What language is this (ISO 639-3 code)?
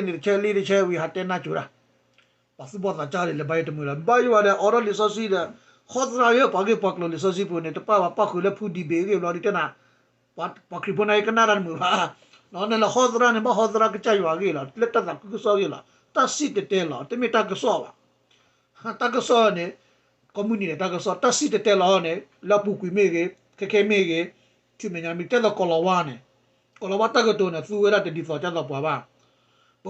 ksw